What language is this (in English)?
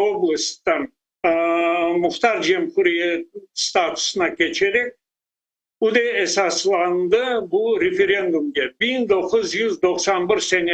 Crimean Tatar